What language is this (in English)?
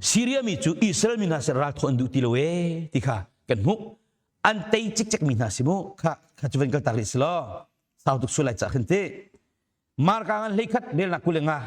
Hakha Chin